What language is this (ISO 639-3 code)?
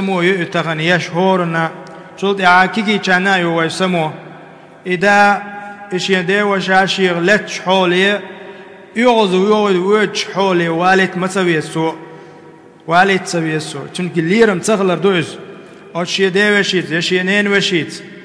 che